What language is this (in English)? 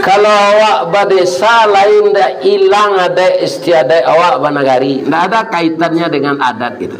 Minangkabau